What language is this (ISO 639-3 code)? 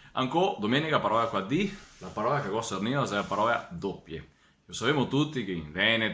vec